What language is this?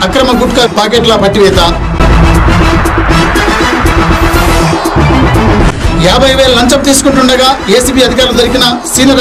Telugu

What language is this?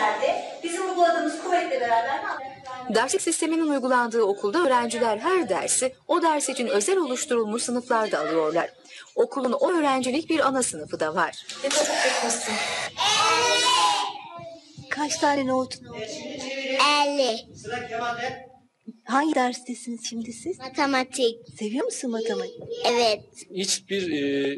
Turkish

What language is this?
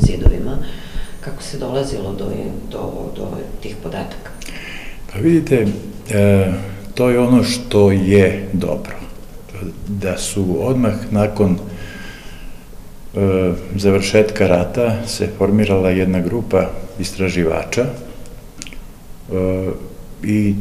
Serbian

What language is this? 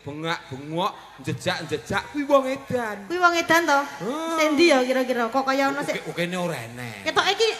Javanese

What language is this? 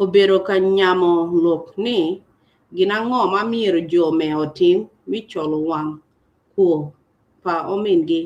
Acoli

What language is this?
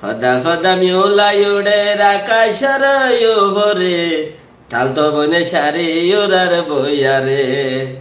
Rohingya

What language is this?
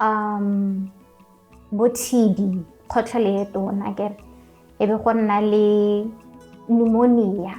Tswana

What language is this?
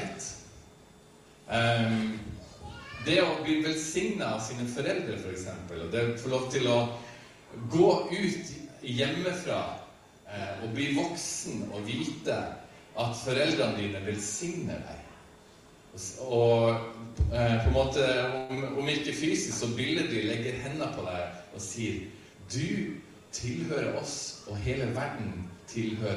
Norwegian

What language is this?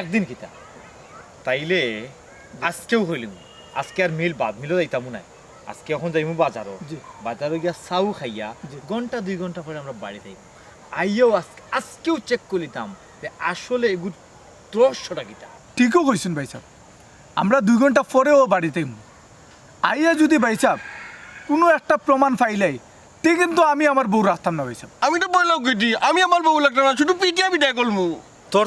Sylheti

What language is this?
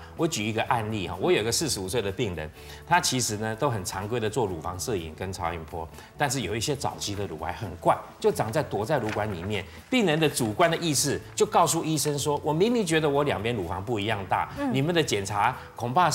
Chinese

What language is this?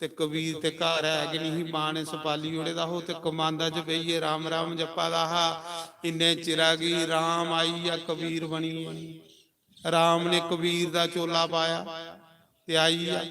Dogri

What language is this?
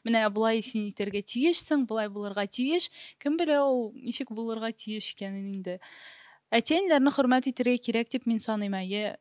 Tatar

